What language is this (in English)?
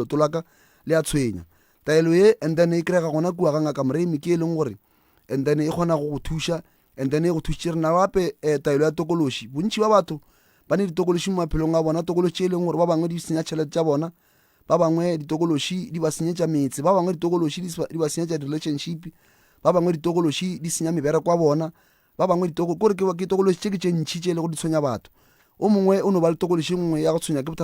Northern Sotho